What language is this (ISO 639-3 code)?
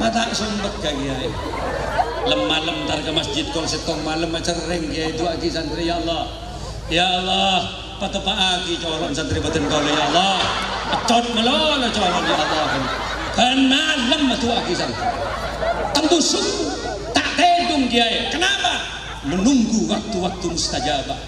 mad